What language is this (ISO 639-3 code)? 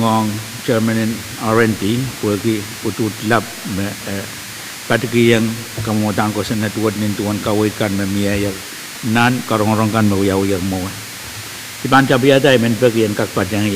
pon